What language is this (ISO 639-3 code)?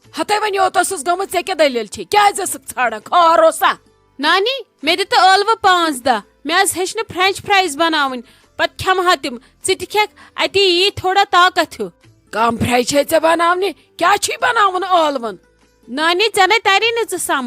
kas